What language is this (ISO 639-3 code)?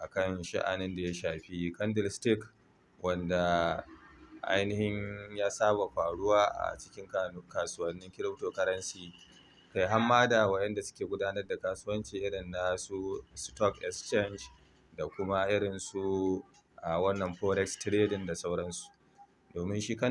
hau